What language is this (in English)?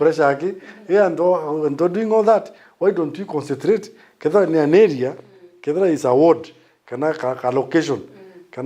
Meru